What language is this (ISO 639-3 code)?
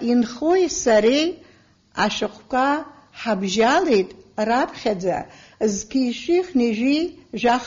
abk